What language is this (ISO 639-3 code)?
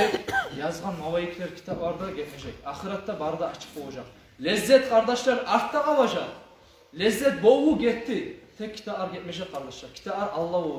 kum